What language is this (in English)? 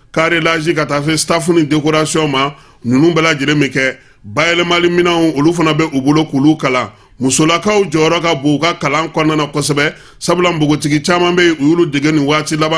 Bambara